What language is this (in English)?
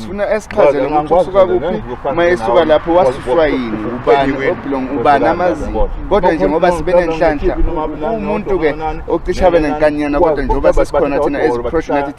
Zulu